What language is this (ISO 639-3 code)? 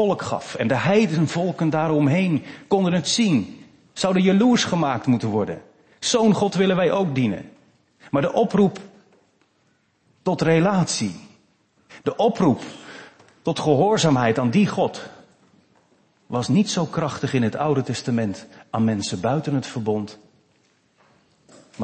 nld